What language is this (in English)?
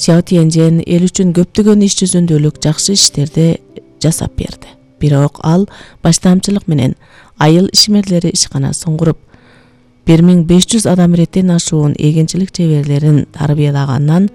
Kyrgyz